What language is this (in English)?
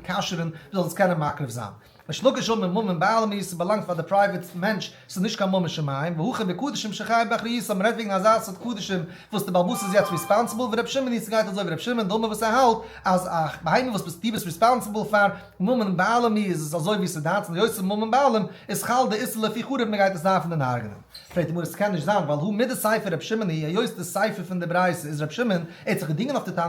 Yiddish